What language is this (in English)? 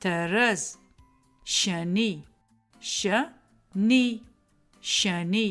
Adyghe